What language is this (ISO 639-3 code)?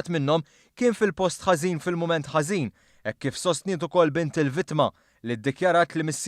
mlt